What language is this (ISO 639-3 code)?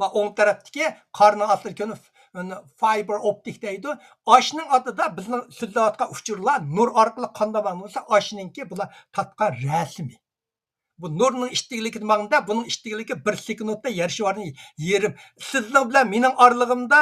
uig